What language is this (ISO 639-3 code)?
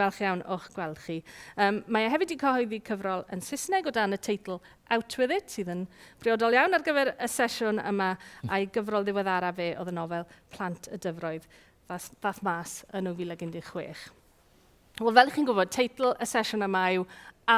cym